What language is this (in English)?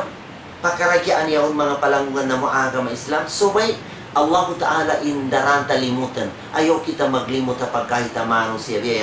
Tausug